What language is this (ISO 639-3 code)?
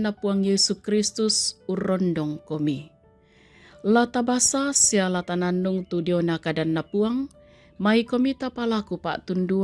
sda